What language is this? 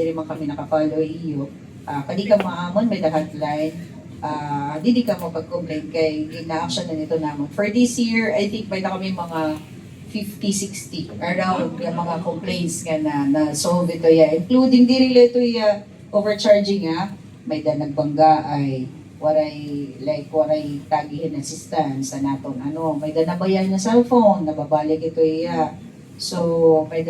Waray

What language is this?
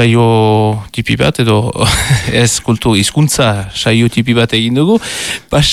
Basque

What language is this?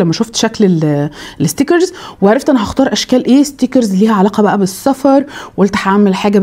Egyptian Arabic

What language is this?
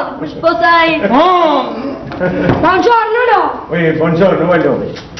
Neapolitan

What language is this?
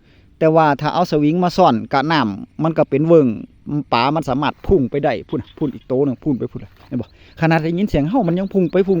Northeastern Thai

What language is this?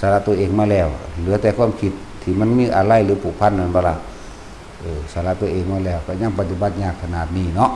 Northeastern Thai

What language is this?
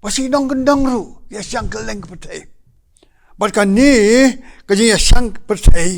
Khasi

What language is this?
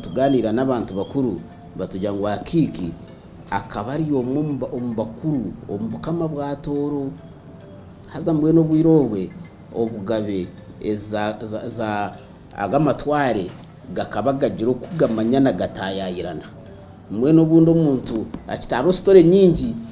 Nyankole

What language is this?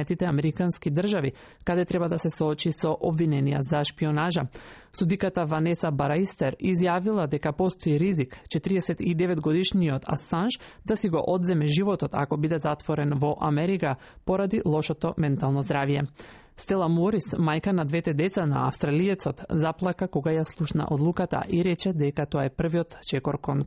Macedonian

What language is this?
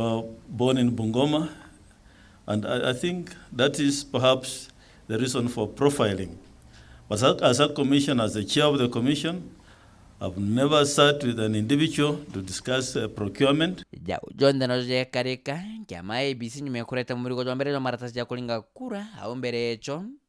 Meru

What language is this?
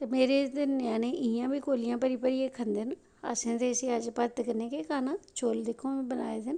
Dogri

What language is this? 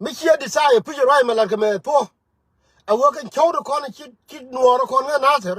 Nuer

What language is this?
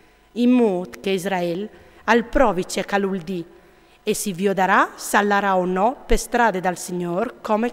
Friulian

